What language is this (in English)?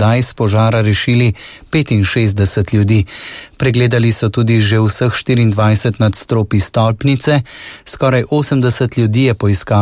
Slovenian